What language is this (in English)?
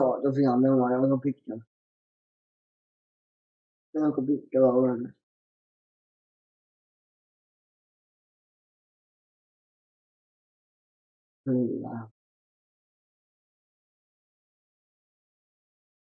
Finnish